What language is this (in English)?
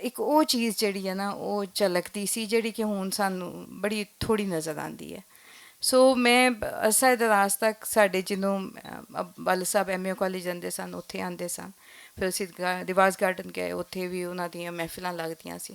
Western Panjabi